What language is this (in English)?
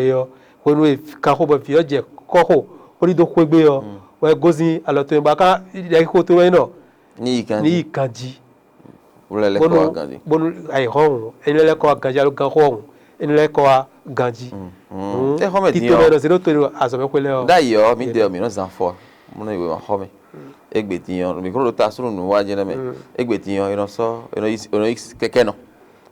Fon